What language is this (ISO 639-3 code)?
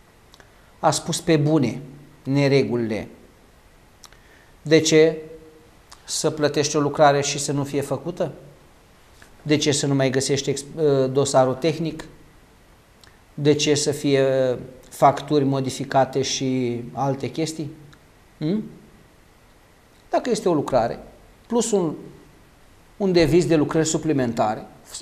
ron